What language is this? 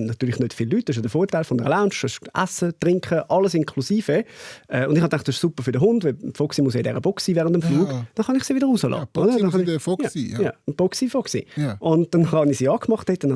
Swiss German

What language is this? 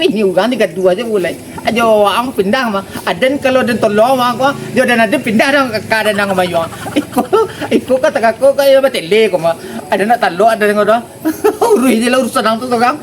Minangkabau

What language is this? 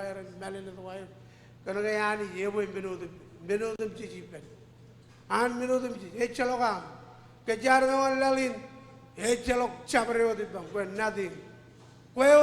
Marshallese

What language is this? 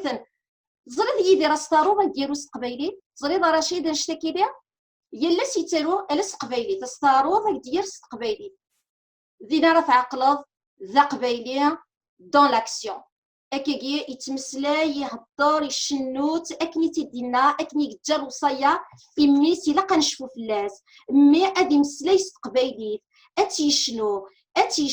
Kabyle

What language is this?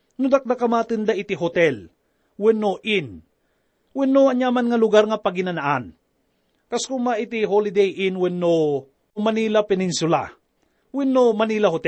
Iloko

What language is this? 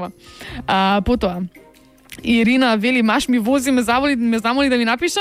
Macedonian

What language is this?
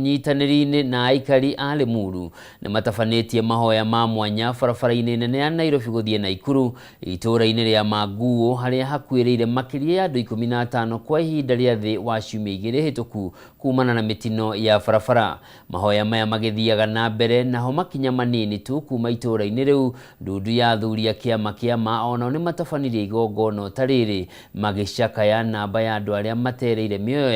Kikuyu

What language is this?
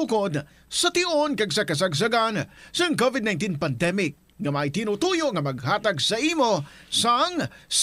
Hiligaynon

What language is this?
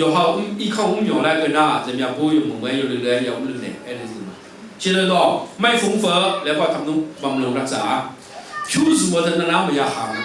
Akha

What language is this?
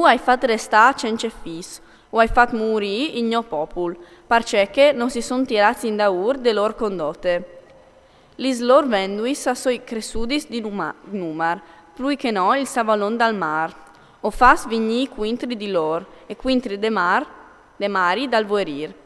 Friulian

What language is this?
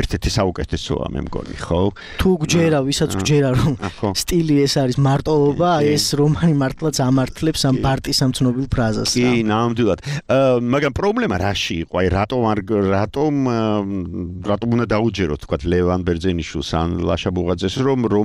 Georgian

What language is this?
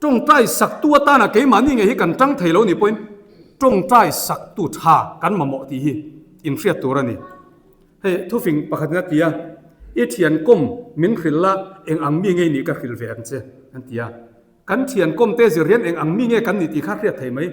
Mizo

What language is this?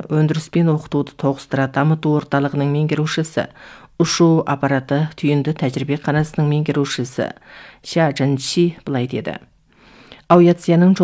Kazakh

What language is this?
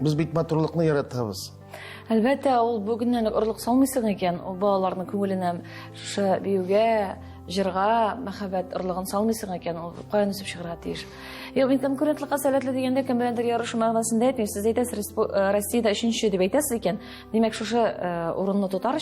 Tatar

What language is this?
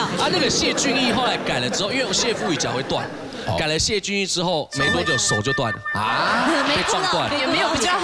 Chinese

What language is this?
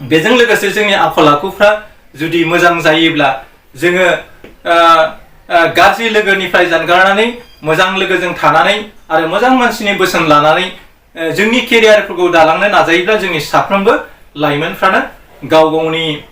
Bodo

